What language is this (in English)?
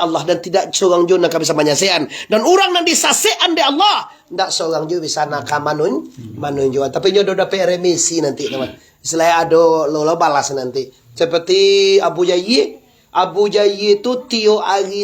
Minangkabau